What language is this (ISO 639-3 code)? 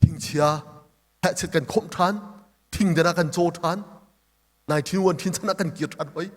cnh